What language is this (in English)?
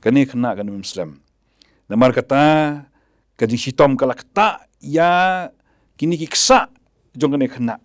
Khasi